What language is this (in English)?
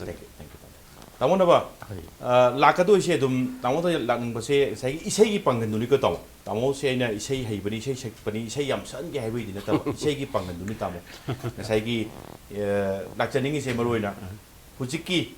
Manipuri